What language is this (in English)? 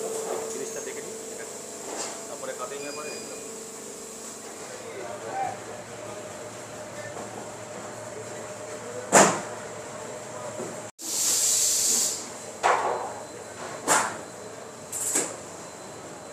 Bangla